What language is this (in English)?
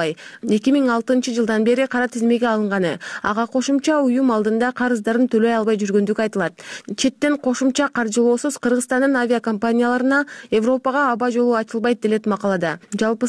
Kyrgyz